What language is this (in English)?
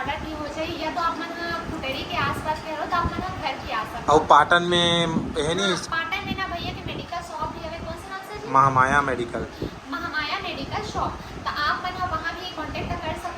Chhattisgarhi